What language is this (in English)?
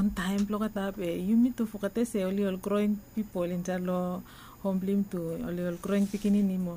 Bislama